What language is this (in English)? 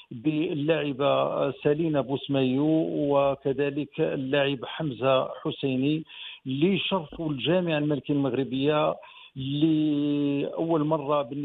Moroccan Arabic